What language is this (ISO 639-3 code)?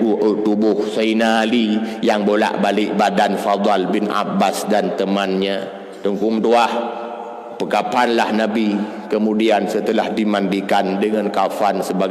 ace